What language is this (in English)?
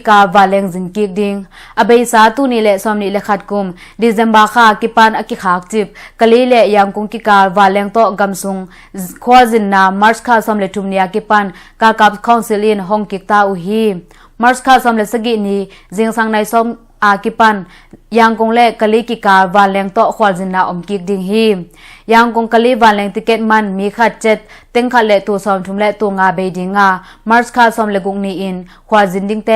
Tedim Chin